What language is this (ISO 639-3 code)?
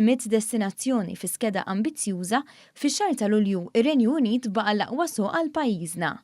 mlt